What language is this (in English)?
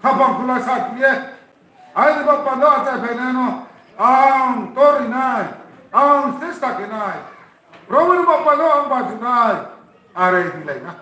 Riang (India)